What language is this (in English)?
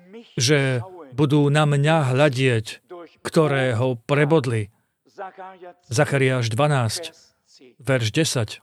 Slovak